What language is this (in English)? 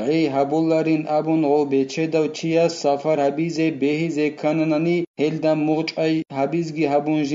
Avaric